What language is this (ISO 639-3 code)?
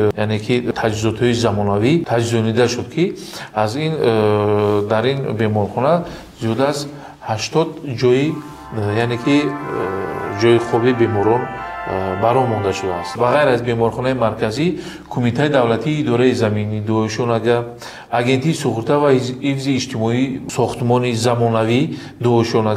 tgk